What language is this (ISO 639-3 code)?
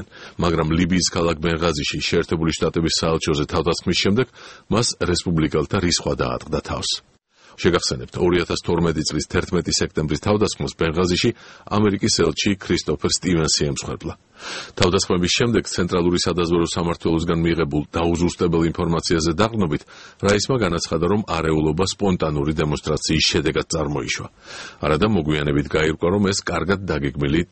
kat